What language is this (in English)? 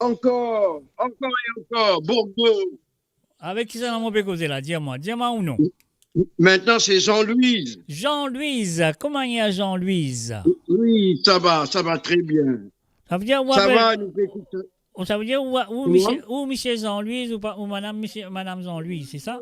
Morisyen